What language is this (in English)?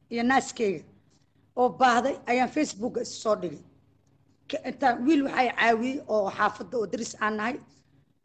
Somali